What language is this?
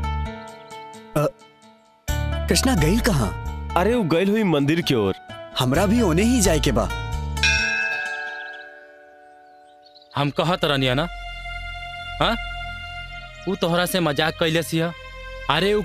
Bhojpuri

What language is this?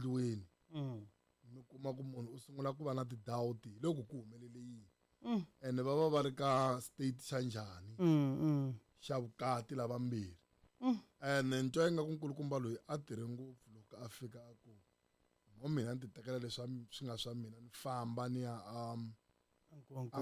Tsonga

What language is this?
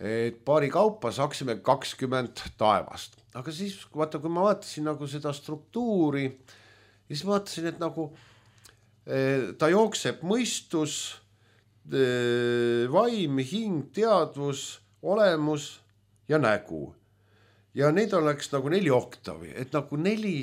Estonian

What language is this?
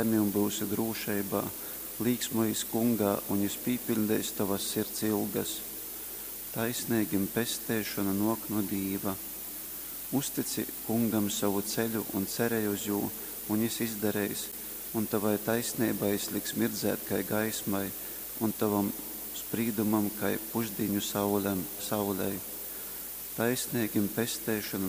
Latgalian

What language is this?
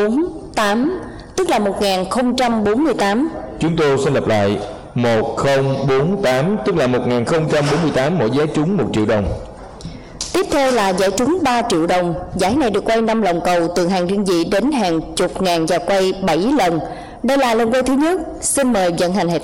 Vietnamese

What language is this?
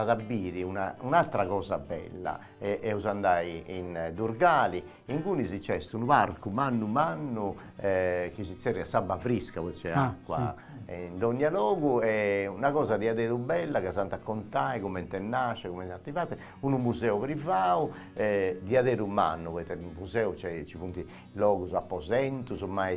Sardinian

